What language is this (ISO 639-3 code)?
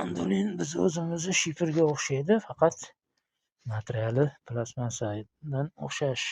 uzb